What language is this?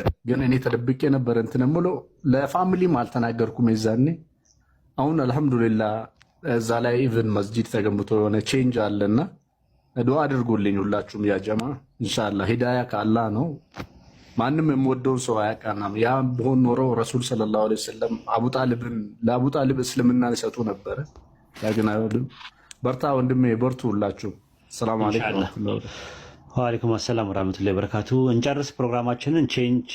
Amharic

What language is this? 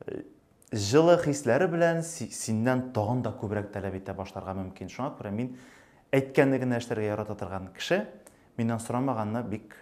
Tatar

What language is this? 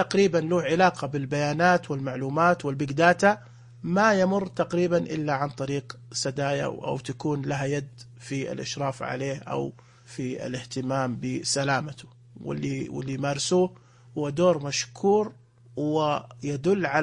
Najdi Arabic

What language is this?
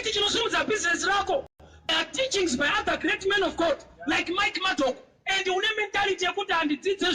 Shona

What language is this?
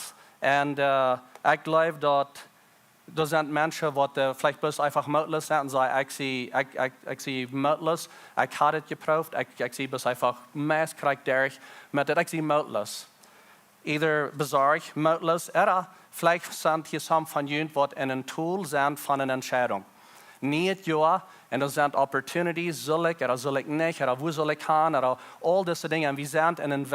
Plautdietsch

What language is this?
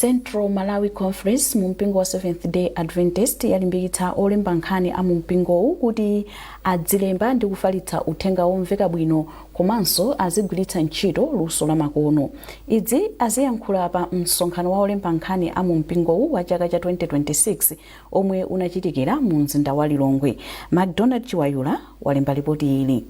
Nyanja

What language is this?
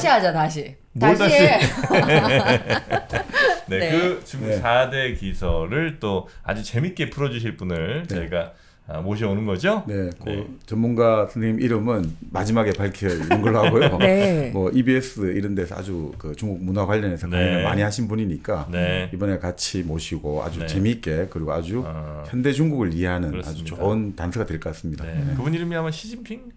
Korean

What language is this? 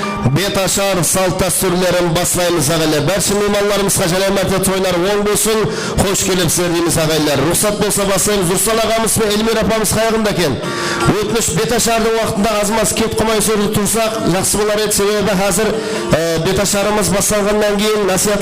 Kara-Kalpak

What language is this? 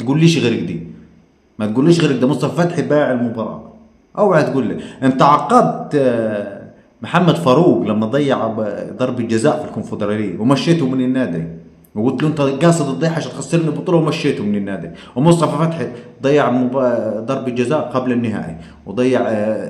Egyptian Arabic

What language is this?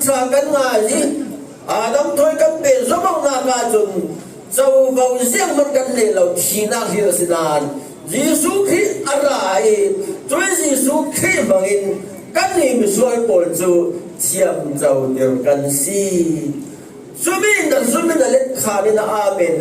Falam Chin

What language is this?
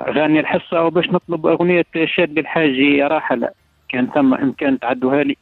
Tunisian Arabic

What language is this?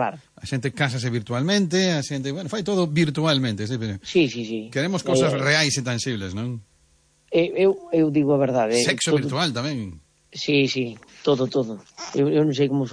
Galician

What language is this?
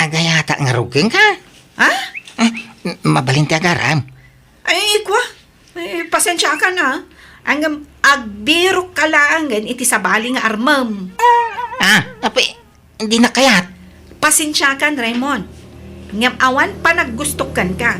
Iloko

